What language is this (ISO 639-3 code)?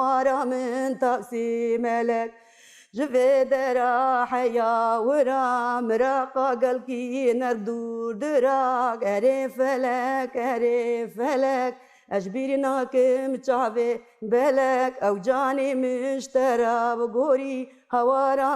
kur